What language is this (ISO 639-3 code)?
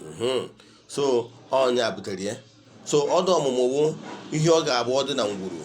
ibo